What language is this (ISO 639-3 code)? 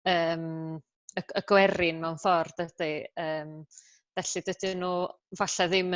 cym